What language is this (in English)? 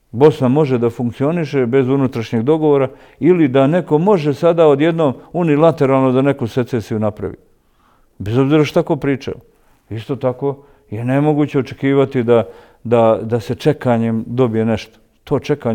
Bosnian